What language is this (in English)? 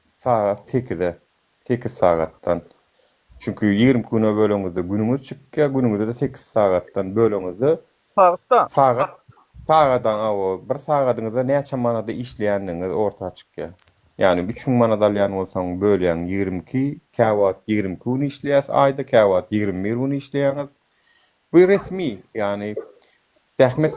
Turkmen